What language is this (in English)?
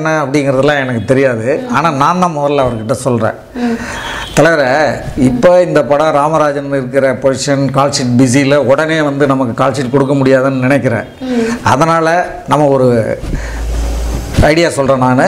Tamil